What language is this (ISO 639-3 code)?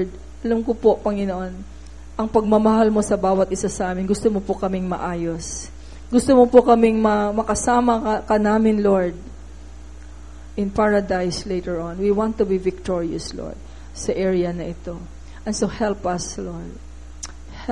fil